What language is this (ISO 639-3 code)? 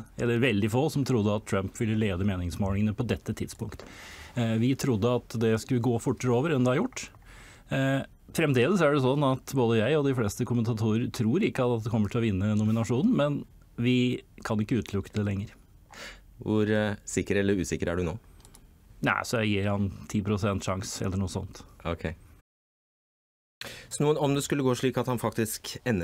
nor